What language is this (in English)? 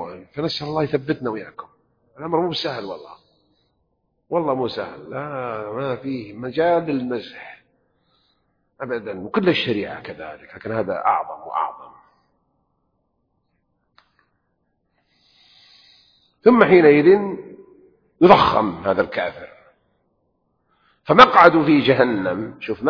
Arabic